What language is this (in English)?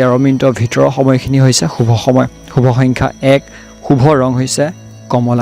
Assamese